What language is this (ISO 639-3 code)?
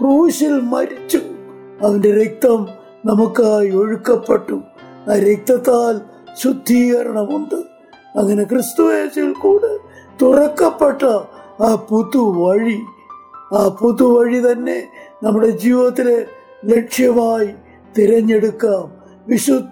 mal